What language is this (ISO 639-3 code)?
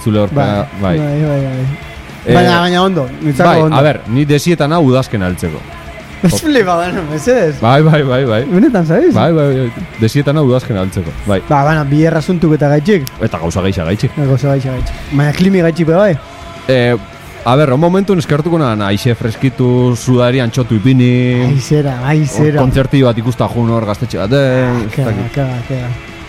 eus